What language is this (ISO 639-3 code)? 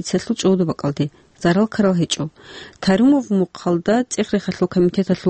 ava